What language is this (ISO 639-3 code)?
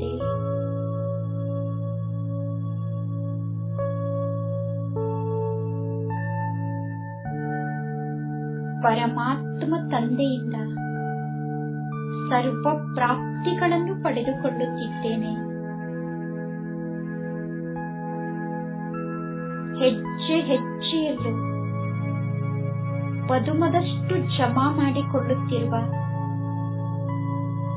kan